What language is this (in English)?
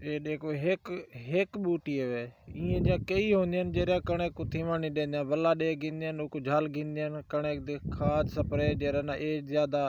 Saraiki